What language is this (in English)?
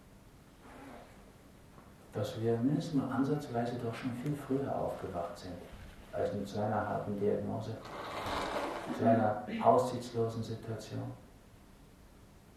German